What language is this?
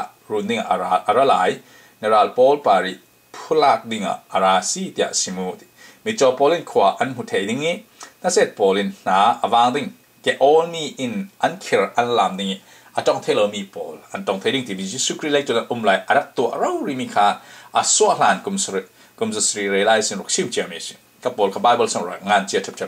Falam Chin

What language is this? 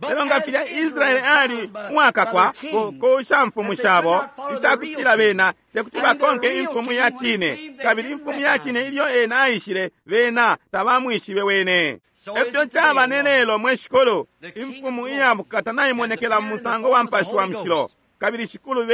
Bemba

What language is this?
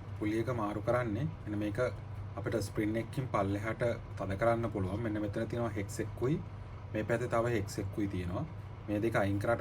Sinhala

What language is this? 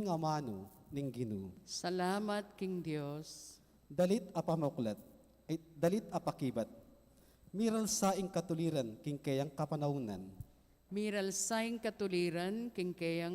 Pampanga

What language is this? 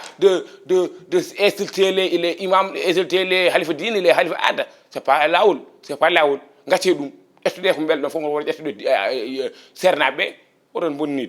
Fula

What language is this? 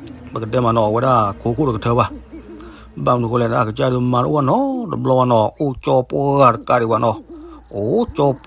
S'gaw Karen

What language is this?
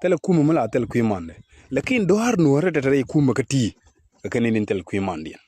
Nuer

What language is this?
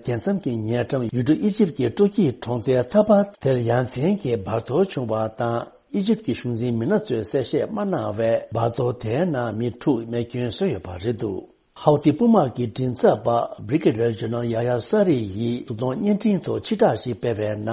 Tibetan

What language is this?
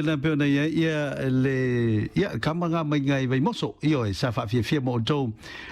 Samoan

